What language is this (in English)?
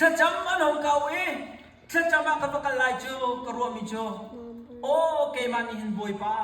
Hakha Chin